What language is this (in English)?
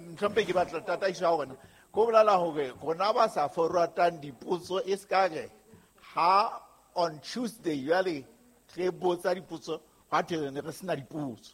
Southern Sotho